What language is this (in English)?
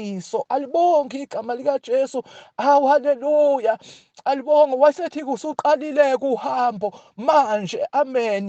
Zulu